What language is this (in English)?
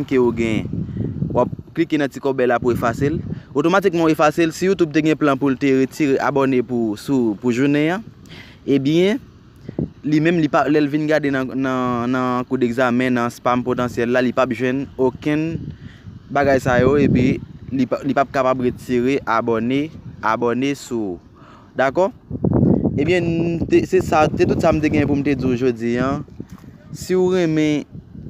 Haitian Creole